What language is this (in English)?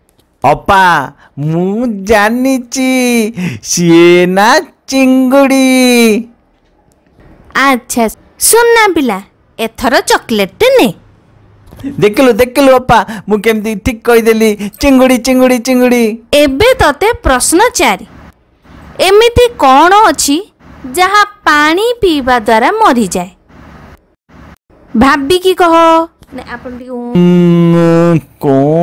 Odia